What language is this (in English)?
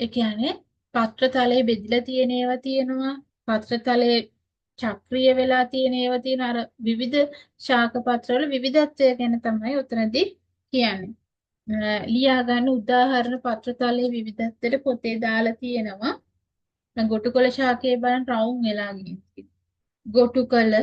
Sinhala